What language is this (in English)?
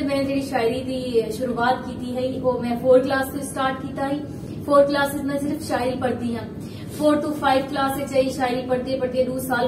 Saraiki